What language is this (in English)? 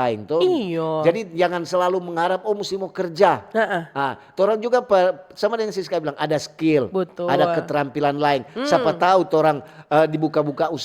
Manado Malay